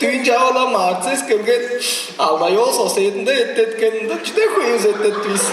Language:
Tuvinian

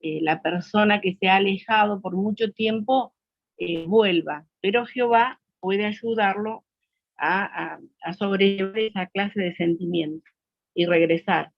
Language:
Guarani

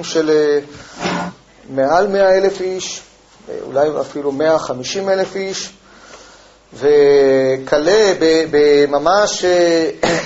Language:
Hebrew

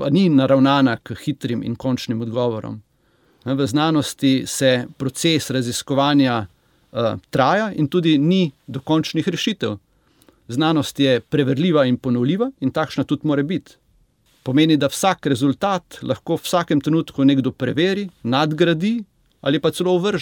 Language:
Slovenian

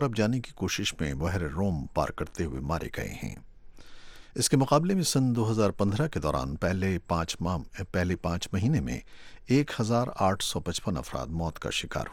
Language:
Urdu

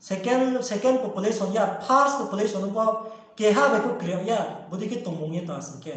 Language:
Riang (India)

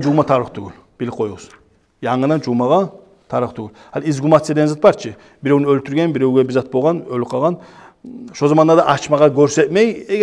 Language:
Kumyk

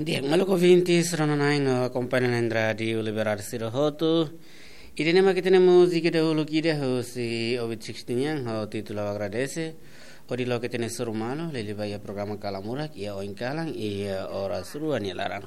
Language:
Tetum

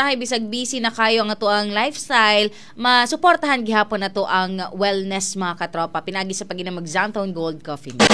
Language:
Cebuano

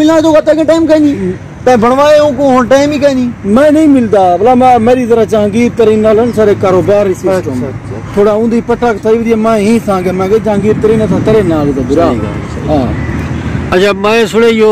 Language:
Saraiki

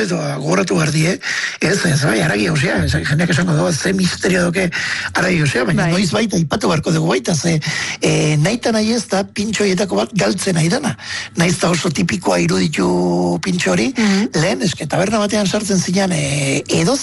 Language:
Basque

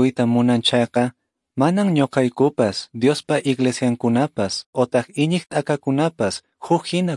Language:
Quechua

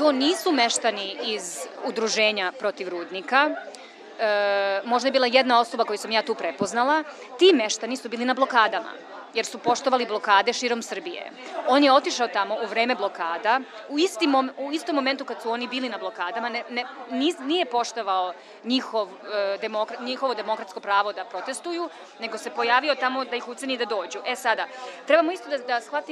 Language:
Serbian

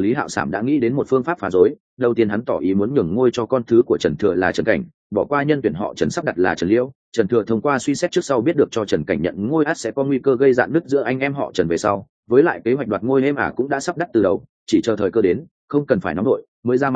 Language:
Vietnamese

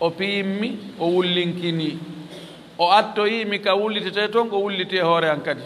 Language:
Fula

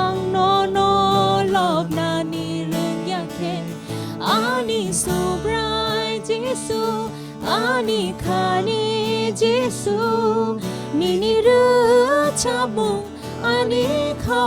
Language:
Kok Borok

